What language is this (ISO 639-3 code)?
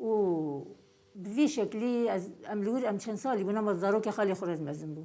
kur